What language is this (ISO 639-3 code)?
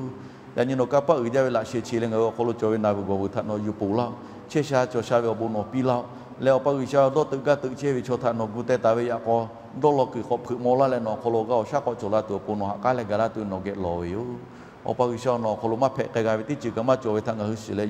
lhu